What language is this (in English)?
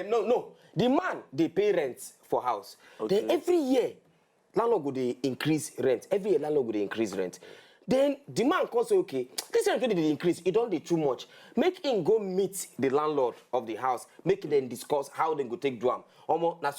Nigerian Pidgin